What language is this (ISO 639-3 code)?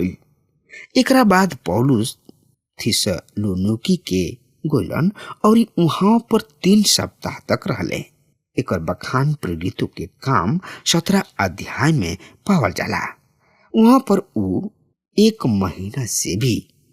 bho